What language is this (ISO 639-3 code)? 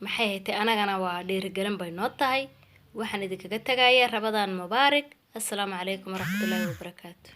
som